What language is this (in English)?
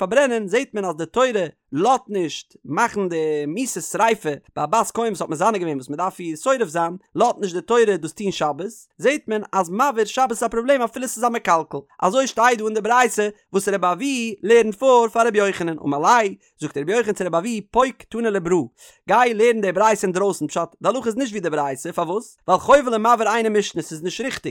Yiddish